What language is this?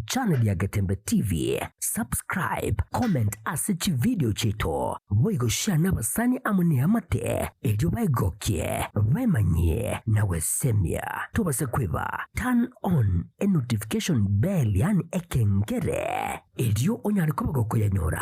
Gusii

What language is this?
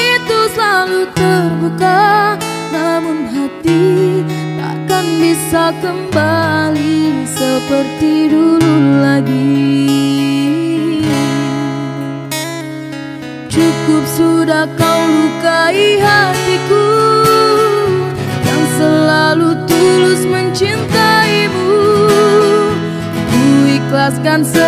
Indonesian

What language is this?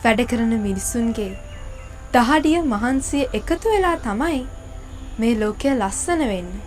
Sinhala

